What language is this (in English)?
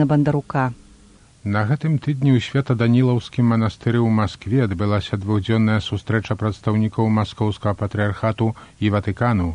Belarusian